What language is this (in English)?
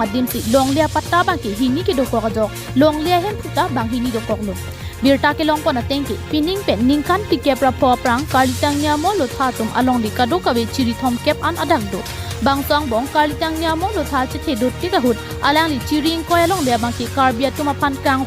Karbi